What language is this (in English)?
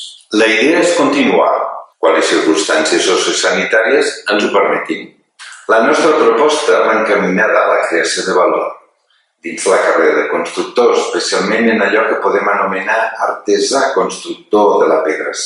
Catalan